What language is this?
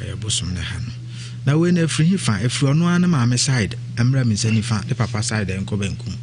Akan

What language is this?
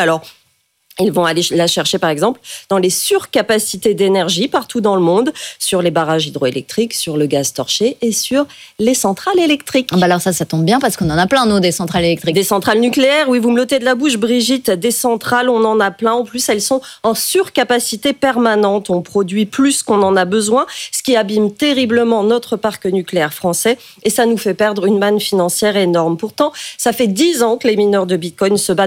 French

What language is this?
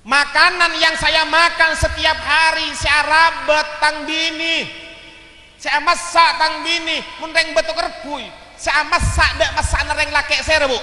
Madurese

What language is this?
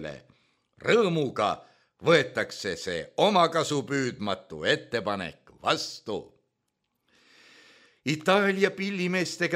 Estonian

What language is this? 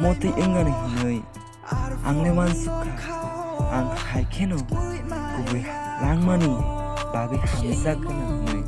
Kok Borok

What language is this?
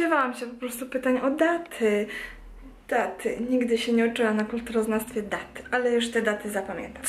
Polish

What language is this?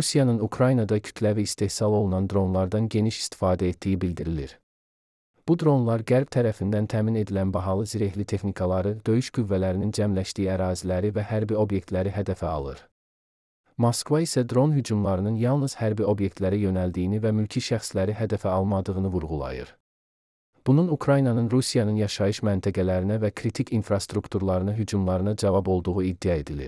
Azerbaijani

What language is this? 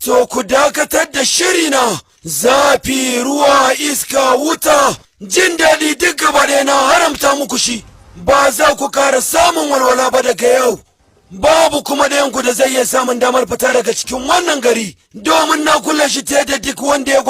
Hausa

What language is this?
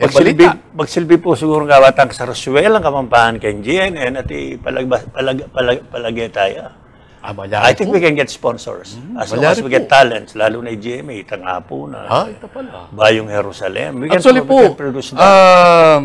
Pampanga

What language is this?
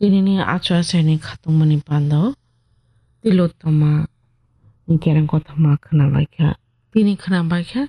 Kok Borok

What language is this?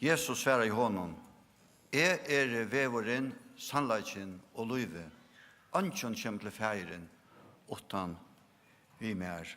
Faroese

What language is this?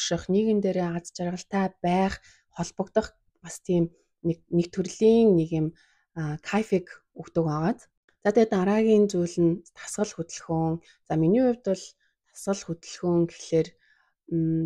Mongolian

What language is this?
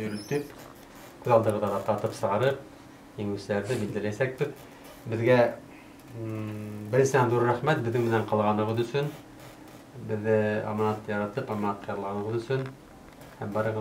Bashkir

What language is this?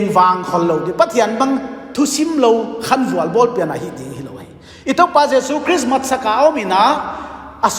Paite Chin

